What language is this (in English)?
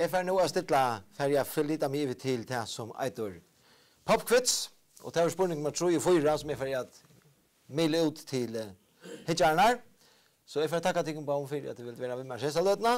Faroese